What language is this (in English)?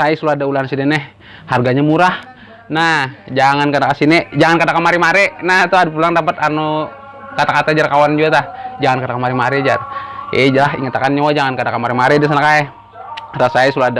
Banjar